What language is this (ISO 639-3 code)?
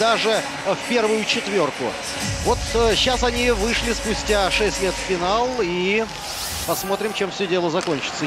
rus